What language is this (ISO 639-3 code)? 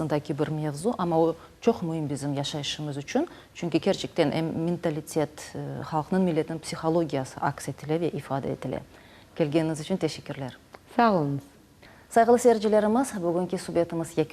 crh